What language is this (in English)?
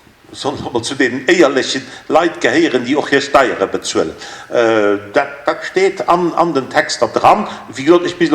Luxembourgish